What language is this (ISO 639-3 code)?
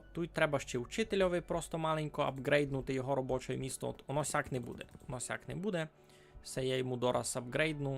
rue